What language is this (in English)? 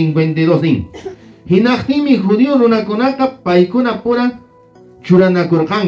Quechua